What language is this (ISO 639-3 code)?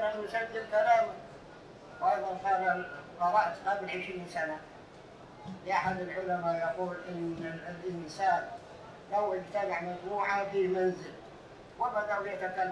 ara